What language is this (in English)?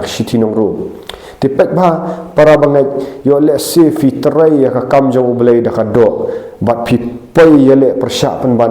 Khasi